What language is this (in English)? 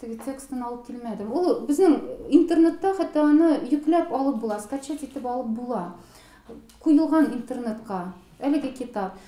Tatar